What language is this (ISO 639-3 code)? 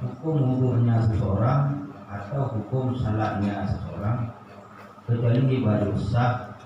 ace